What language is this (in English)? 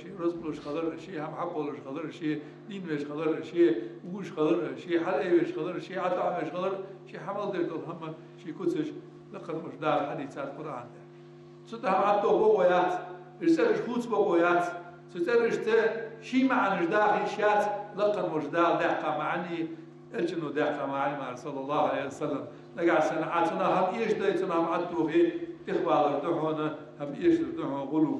Ingush